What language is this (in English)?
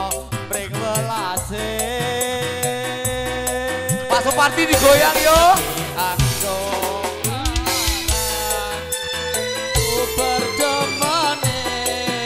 Javanese